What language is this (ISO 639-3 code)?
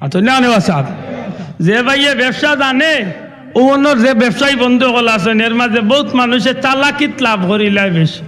syl